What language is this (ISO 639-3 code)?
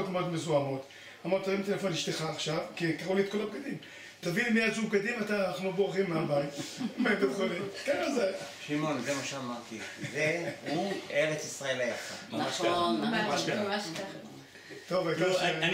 heb